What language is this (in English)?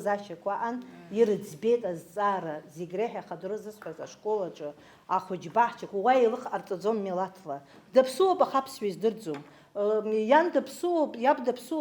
Abkhazian